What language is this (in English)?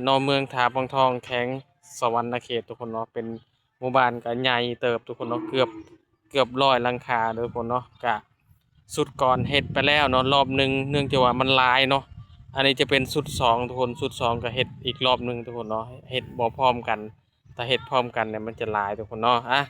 Lao